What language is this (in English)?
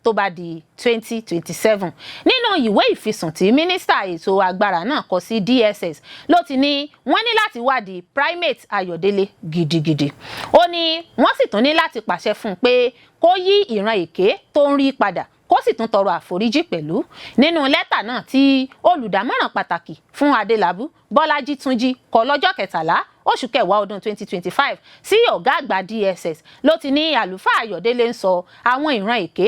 Yoruba